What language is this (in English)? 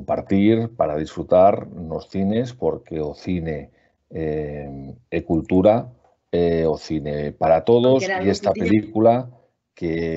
Galician